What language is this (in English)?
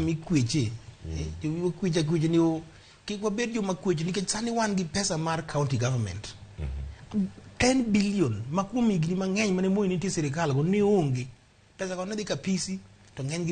Luo (Kenya and Tanzania)